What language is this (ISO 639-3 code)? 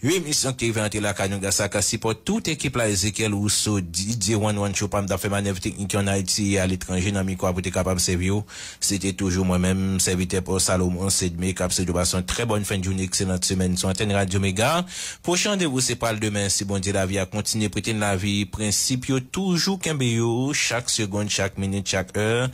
hat